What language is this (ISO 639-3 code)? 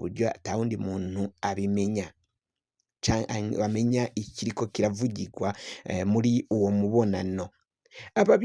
run